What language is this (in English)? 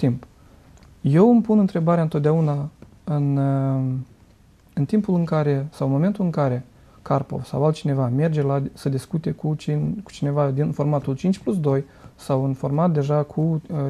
Romanian